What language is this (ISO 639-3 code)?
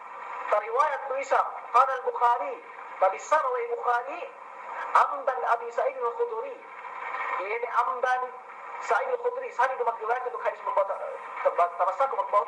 yka